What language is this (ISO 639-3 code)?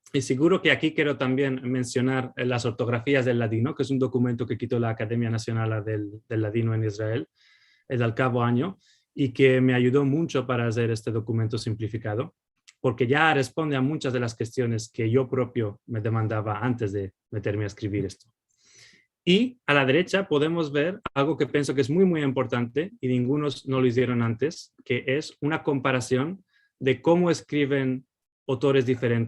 lad